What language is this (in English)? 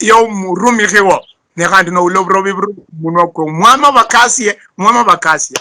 Luyia